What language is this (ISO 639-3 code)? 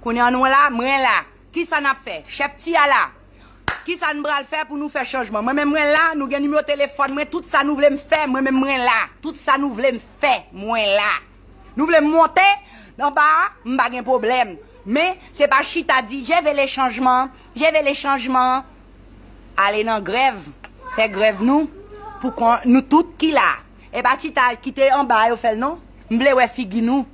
hat